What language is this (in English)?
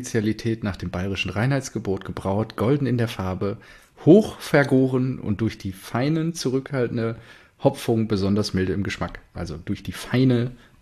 German